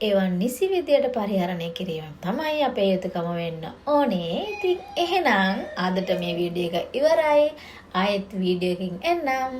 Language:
Sinhala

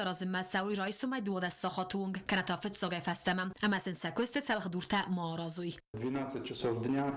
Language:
Ossetic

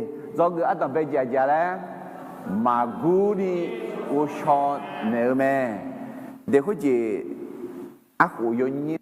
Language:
Akha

